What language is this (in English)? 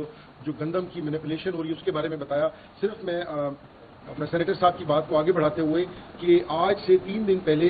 Urdu